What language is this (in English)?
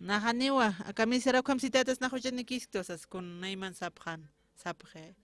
Aymara